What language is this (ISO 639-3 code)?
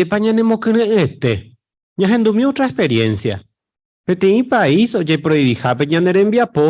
grn